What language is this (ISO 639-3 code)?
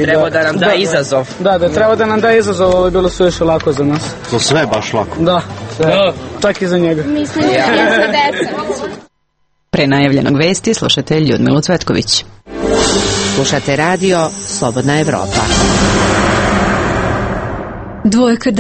srp